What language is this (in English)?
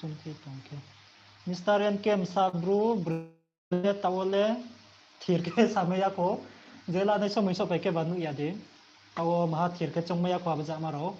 Riang (India)